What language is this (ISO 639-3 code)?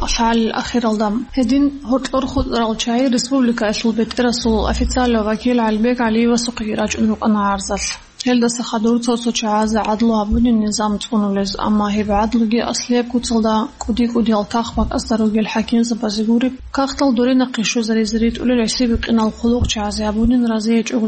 ava